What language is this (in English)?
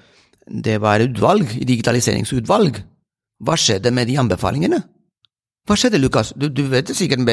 Norwegian